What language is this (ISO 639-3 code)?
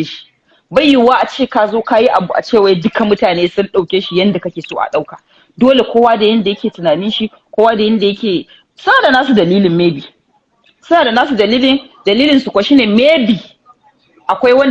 hau